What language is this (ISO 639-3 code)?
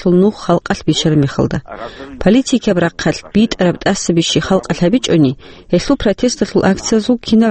ava